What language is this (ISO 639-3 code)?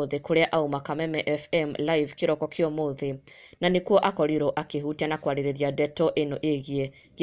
kik